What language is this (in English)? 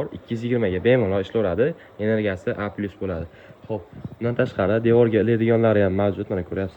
Uzbek